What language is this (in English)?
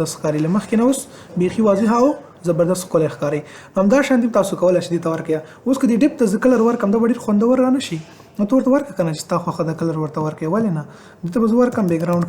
Pashto